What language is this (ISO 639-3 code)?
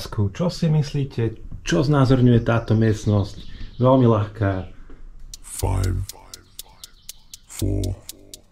slk